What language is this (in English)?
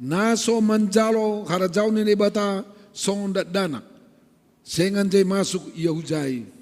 Batak Simalungun